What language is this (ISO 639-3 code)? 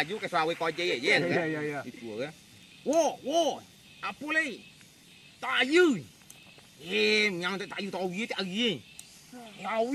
min